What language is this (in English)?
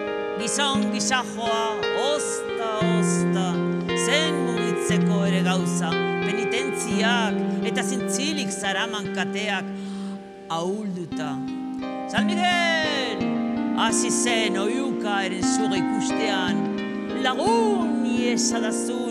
Basque